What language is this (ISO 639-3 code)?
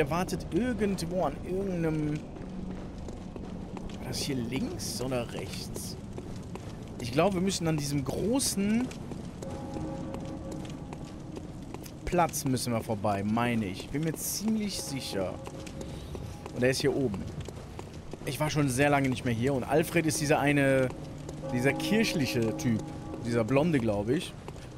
deu